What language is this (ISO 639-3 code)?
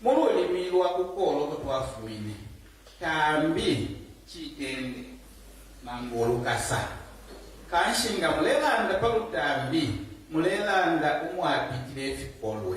bem